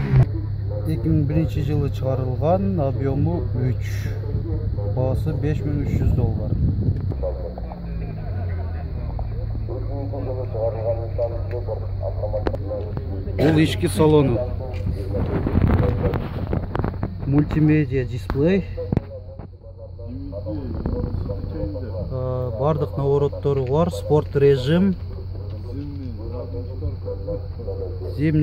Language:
Kyrgyz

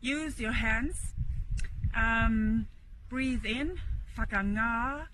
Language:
Māori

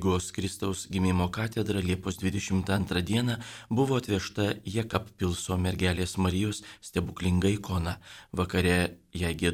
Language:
Lithuanian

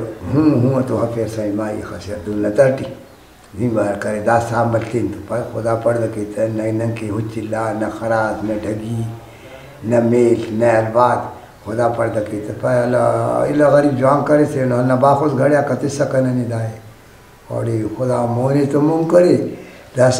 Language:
Brahui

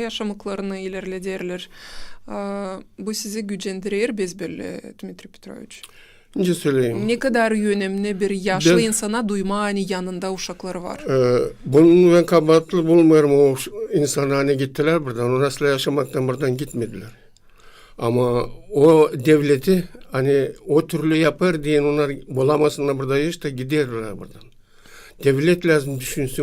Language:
Gagauz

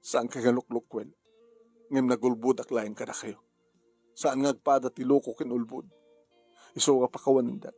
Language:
Iloko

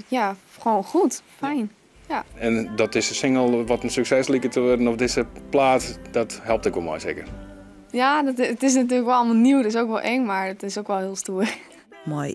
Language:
Western Frisian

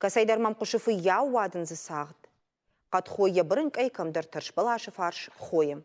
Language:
Ossetic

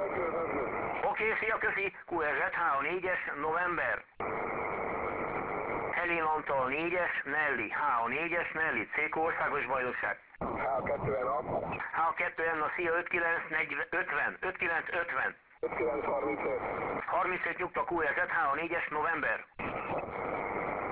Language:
Hungarian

